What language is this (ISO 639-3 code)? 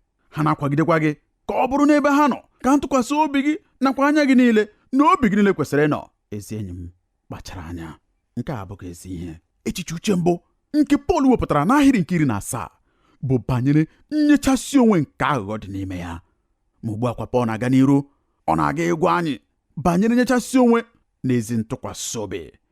ibo